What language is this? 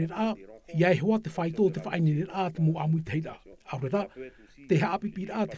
Tahitian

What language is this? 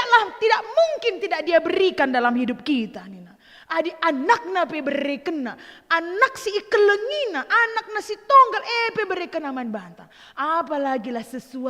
Batak Karo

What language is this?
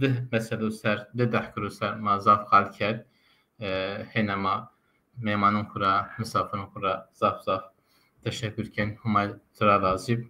Zaza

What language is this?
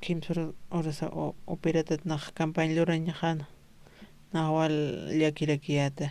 Aymara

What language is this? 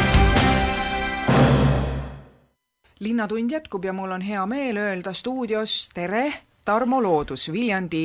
Estonian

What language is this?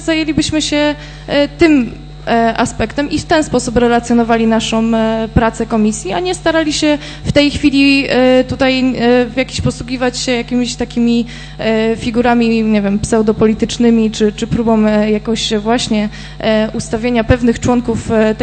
Polish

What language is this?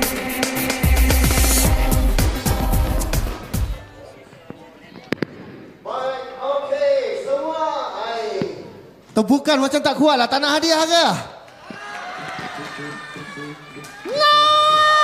Malay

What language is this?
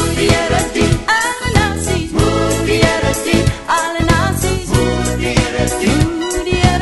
Afrikaans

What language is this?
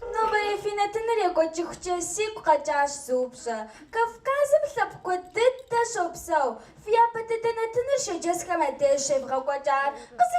Kabardian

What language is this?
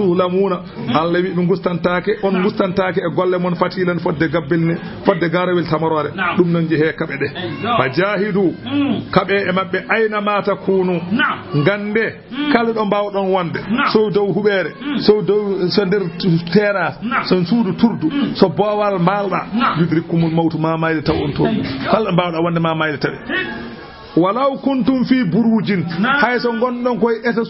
Fula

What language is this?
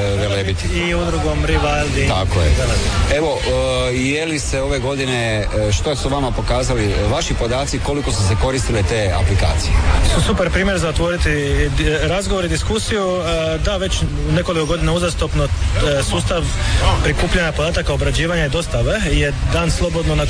Croatian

